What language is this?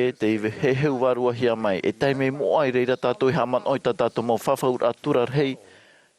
Tahitian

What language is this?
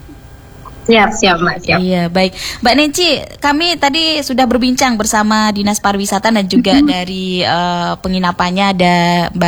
Indonesian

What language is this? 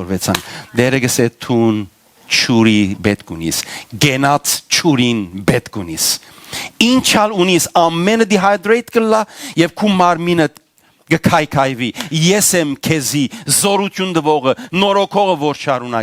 Western Armenian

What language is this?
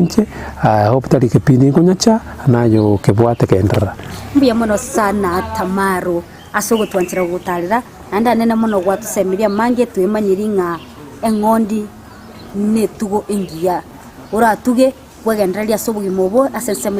Gusii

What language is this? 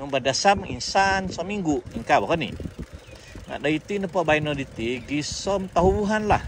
Central Dusun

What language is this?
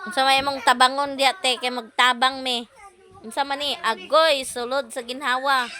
Cebuano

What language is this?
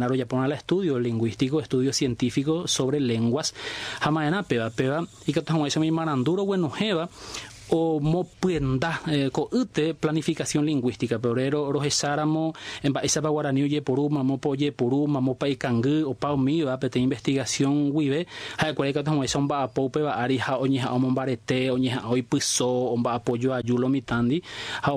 Guarani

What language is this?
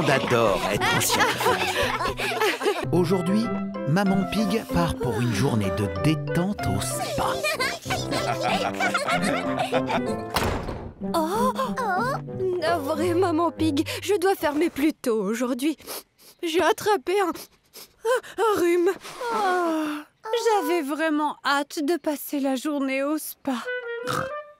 French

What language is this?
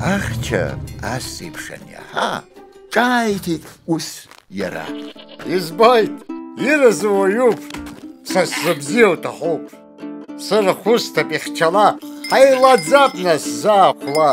Abkhazian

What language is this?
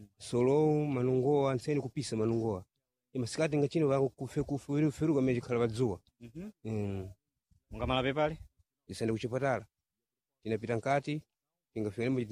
Sena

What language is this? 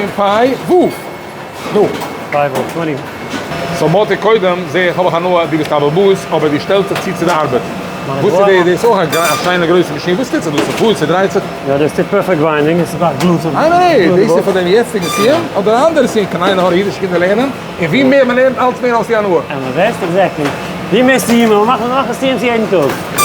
Yiddish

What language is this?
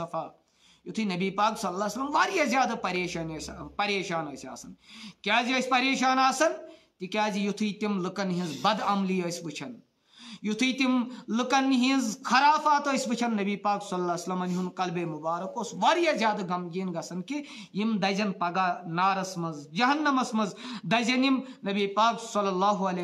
Kashmiri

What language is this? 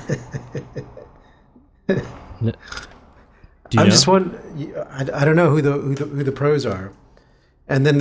English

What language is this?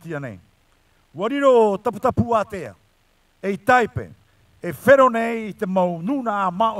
Tahitian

